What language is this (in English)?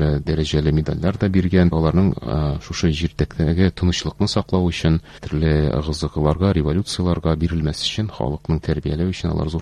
Tatar